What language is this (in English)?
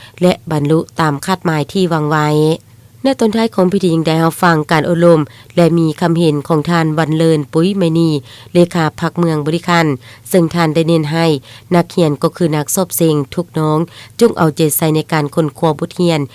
Lao